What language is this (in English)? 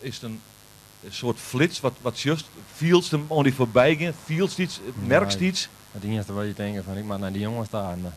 Western Frisian